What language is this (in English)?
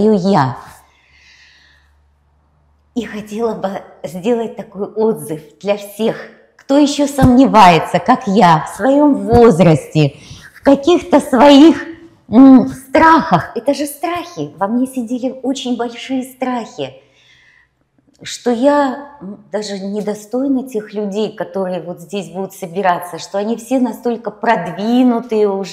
Russian